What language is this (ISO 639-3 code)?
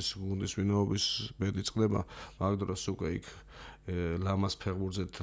kat